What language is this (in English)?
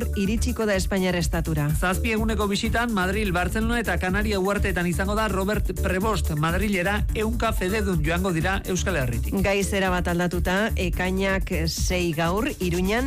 Basque